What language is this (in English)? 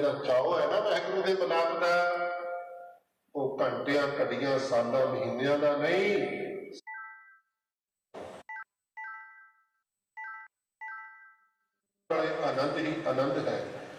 Punjabi